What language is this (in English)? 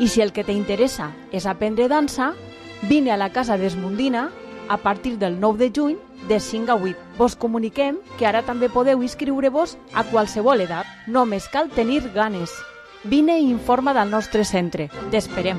Catalan